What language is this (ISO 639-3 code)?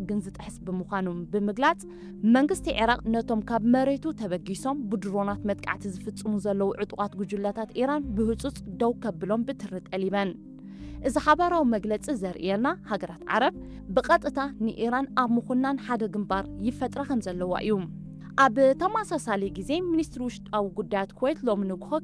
tir